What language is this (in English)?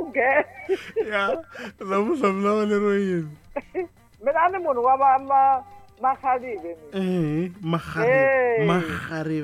Tsonga